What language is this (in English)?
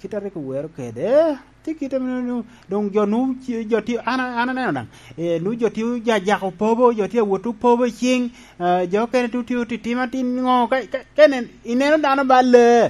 Lango (Uganda)